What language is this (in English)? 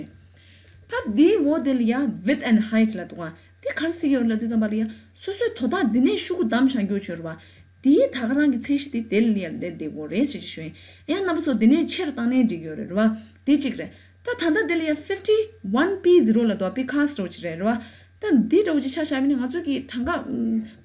Tibetan